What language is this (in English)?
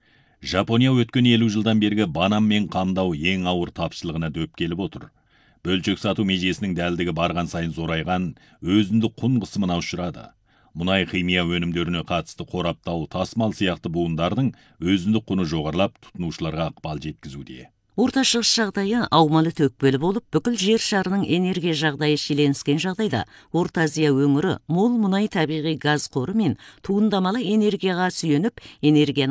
Kazakh